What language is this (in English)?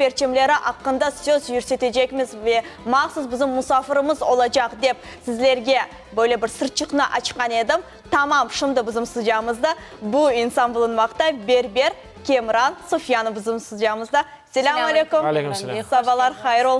Crimean Tatar